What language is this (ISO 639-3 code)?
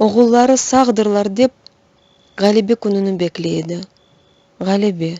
crh